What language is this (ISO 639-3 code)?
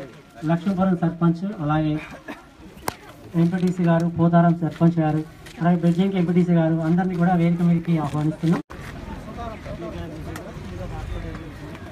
tel